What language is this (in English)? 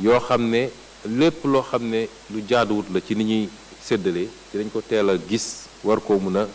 Wolof